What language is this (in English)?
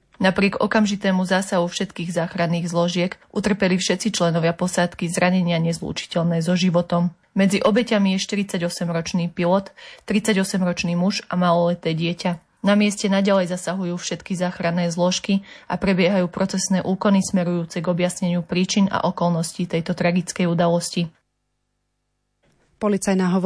Slovak